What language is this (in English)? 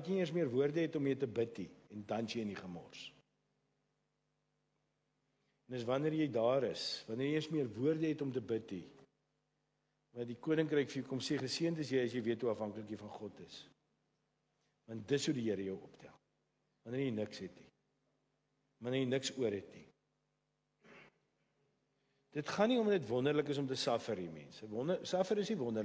Afrikaans